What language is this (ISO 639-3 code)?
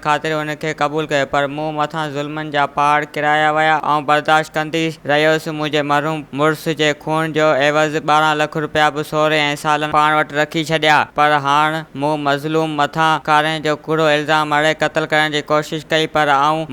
snd